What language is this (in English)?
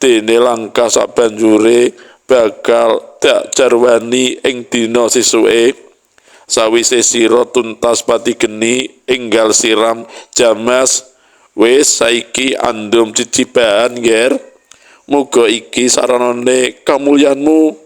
Javanese